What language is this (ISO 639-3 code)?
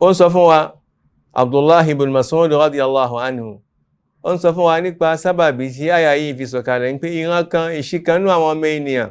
yor